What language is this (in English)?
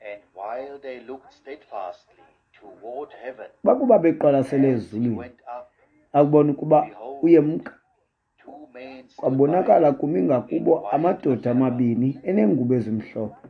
Xhosa